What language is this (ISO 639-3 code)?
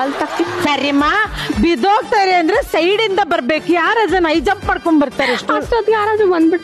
kan